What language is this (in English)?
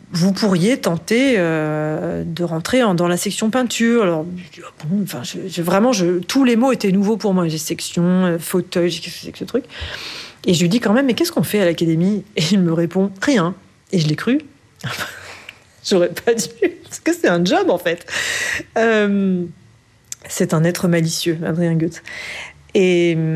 French